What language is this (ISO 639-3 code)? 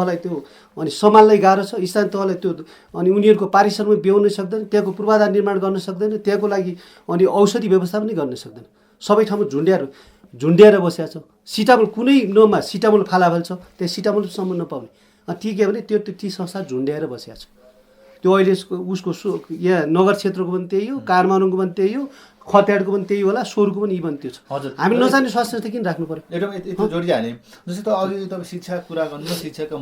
nep